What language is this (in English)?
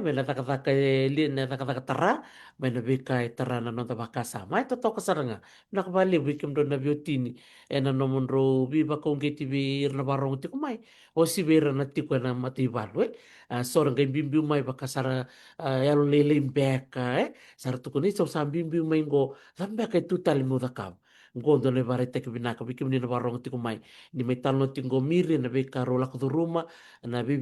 Fijian